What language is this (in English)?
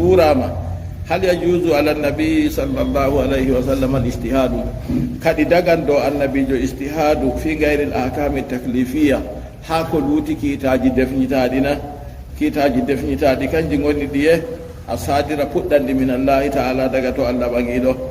Fula